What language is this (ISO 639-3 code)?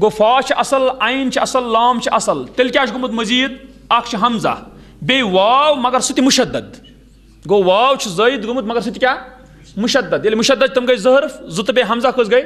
kas